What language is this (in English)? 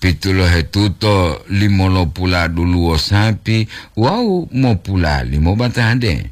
Gorontalo